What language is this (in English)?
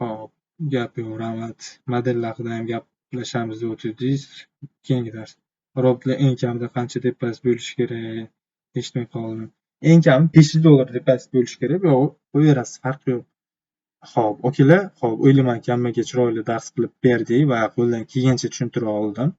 Uzbek